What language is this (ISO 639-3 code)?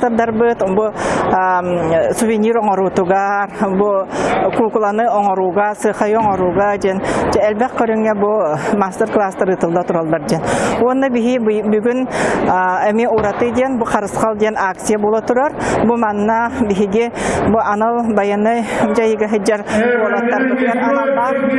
sah